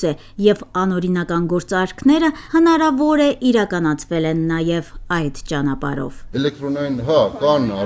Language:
Armenian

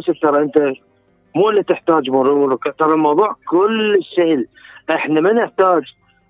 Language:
Mesopotamian Arabic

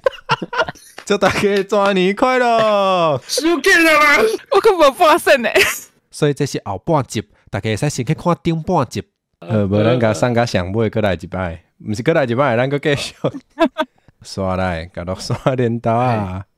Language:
Min Nan Chinese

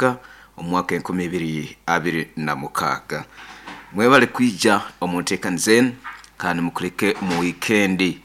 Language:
Nyoro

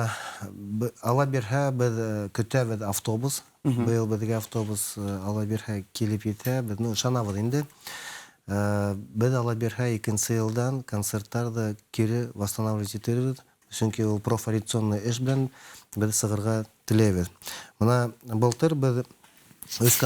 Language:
Bashkir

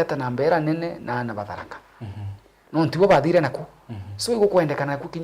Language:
Meru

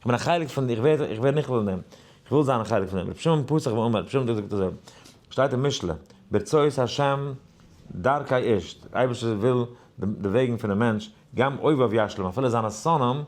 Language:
Yiddish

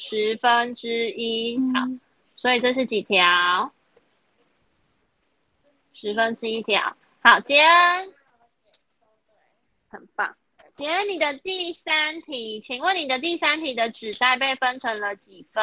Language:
Chinese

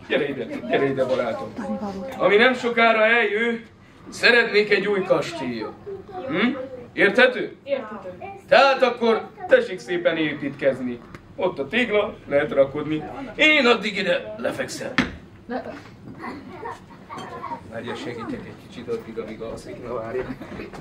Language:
Hungarian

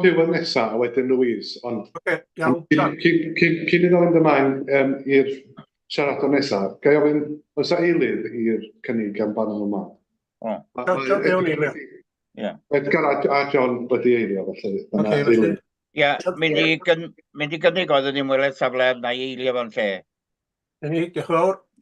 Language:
Welsh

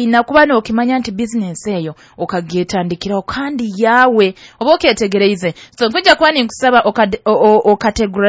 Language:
Nyoro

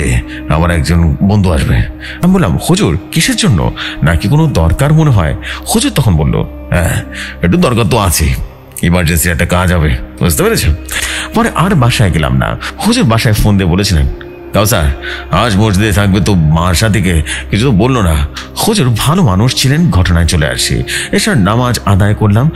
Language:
Bangla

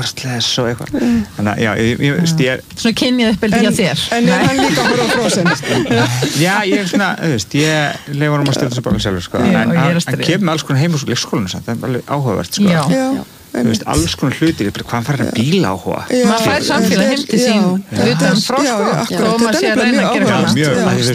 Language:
Icelandic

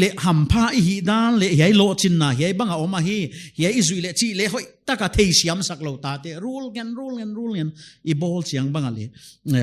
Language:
Paite Chin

